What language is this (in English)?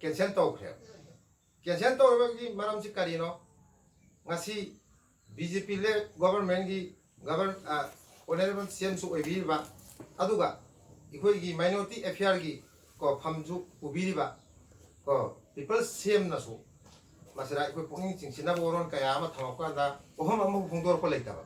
Manipuri